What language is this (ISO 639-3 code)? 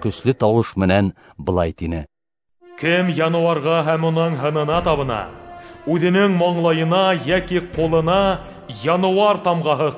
bak